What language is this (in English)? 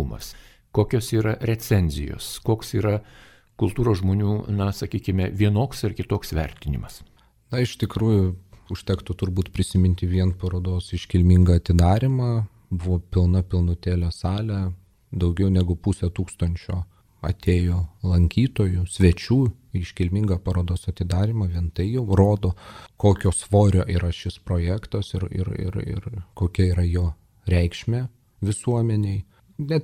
Lithuanian